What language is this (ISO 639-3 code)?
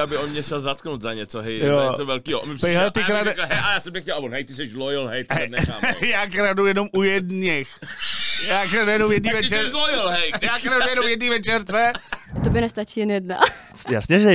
ces